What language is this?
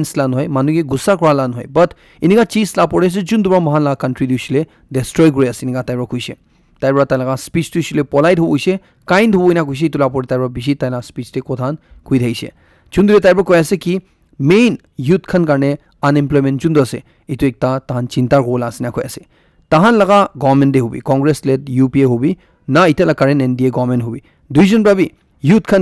Naga Pidgin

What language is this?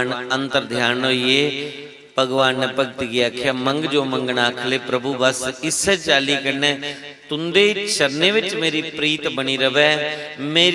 Dogri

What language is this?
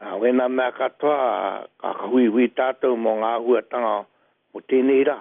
Māori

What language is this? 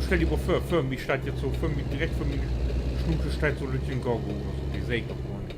Low German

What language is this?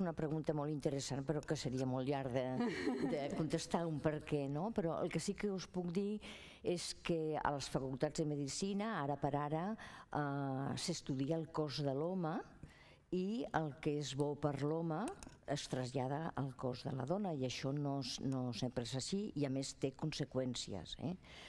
Catalan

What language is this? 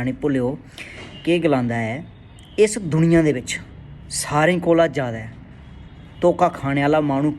Dogri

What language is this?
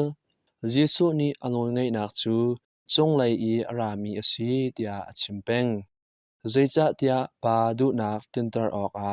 Hakha Chin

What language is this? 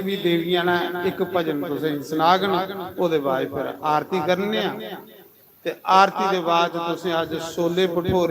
Dogri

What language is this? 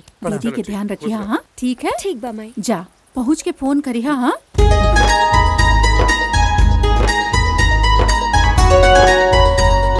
Bhojpuri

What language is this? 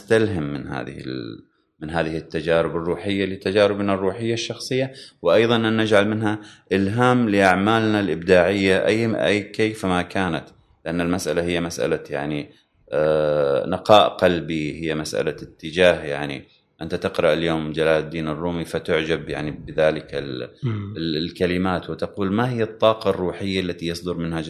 Gulf Arabic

